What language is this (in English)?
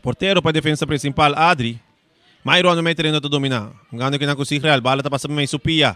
Papiamento